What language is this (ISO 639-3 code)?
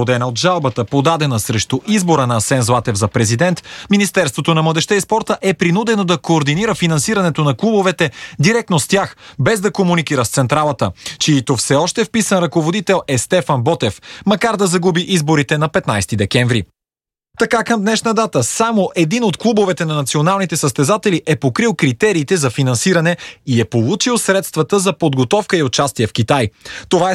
bul